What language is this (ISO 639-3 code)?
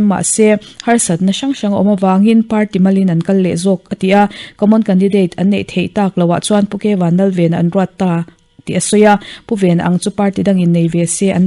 lus